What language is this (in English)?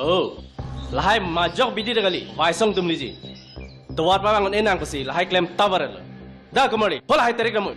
Karbi